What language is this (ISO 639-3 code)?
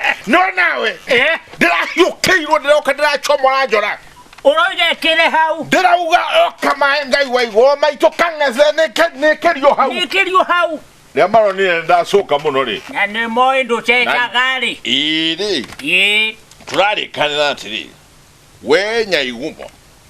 kik